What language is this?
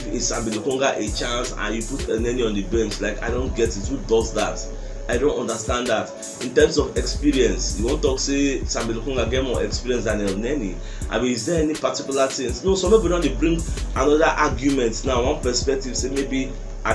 Nigerian Pidgin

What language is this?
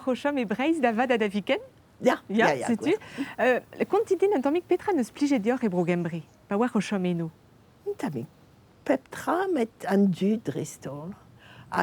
Breton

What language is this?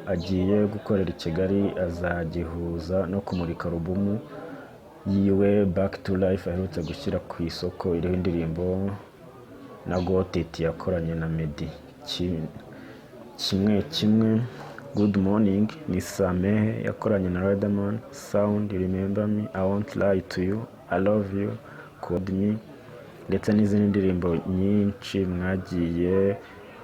Kinyarwanda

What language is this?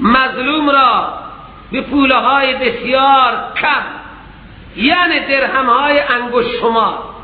Persian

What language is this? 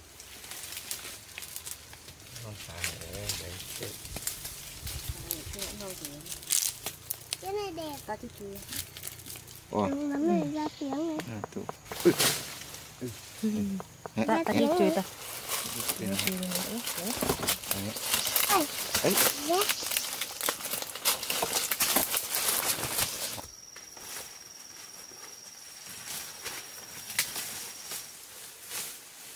Vietnamese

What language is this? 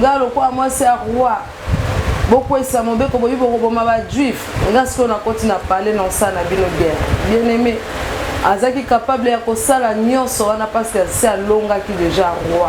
Lingala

